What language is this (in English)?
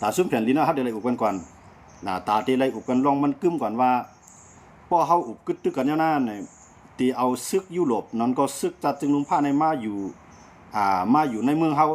Shan